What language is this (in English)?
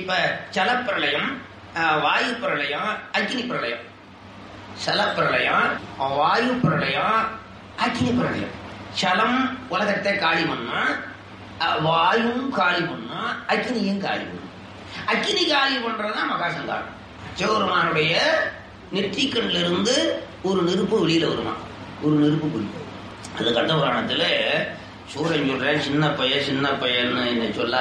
Tamil